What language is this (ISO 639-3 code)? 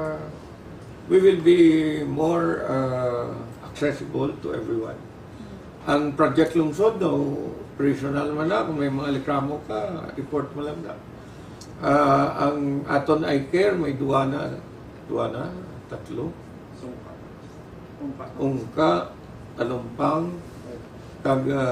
hil